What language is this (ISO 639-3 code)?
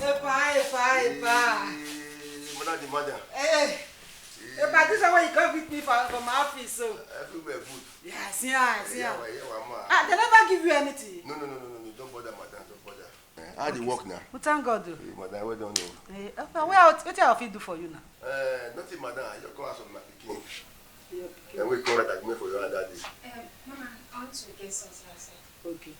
pcm